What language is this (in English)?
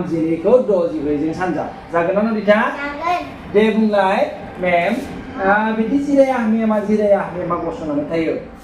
Bodo